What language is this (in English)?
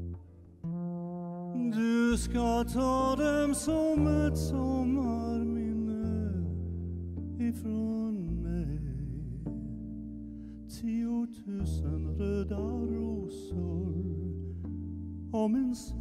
Swedish